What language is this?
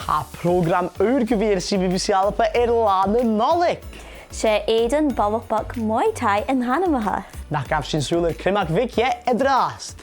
Scottish Gaelic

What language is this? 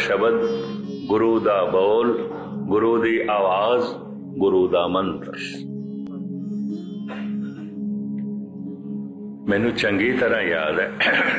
Punjabi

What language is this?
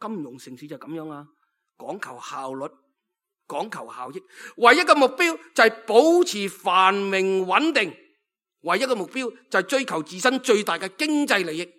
Cantonese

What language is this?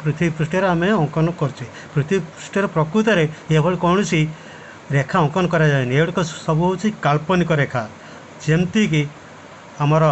Odia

